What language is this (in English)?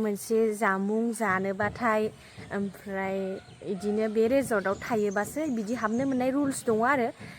Bodo